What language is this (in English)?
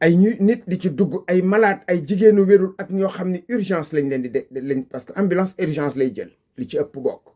Wolof